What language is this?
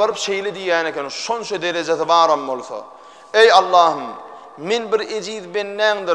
Turkmen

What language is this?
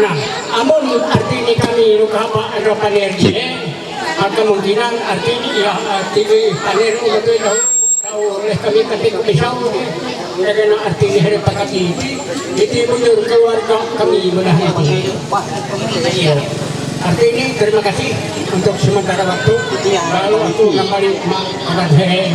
Ma'anyan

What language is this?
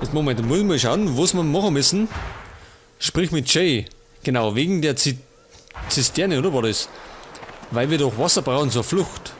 Bavarian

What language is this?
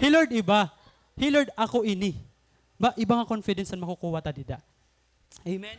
Waray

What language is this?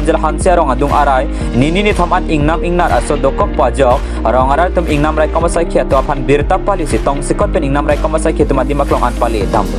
Karbi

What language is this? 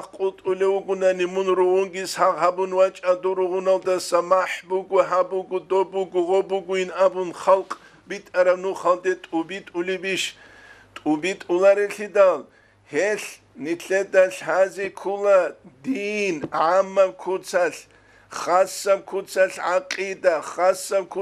Avaric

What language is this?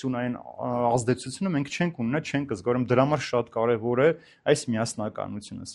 Armenian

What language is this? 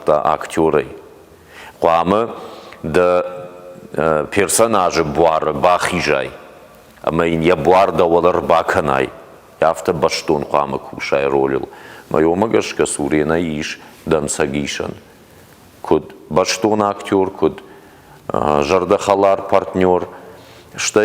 Ossetic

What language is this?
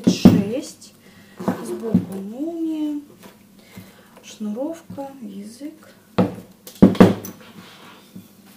Russian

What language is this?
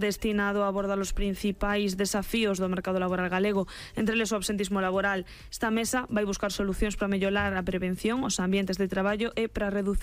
Galician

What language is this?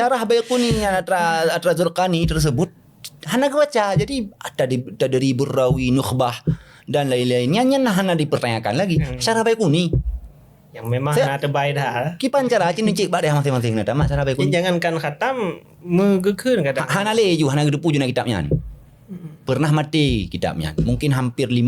Achinese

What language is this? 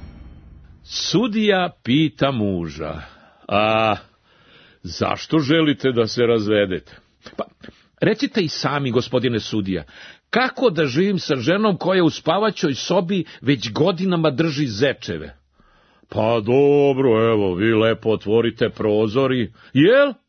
Serbian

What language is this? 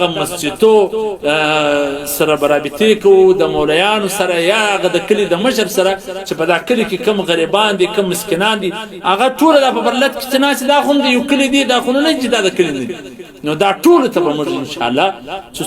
Pashto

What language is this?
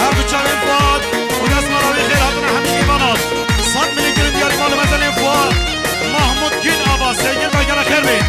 Kurdish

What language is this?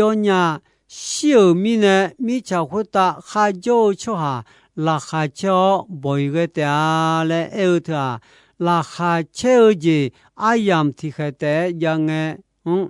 Akha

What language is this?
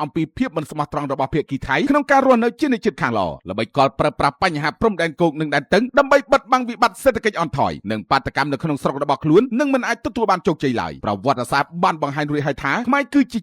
Khmer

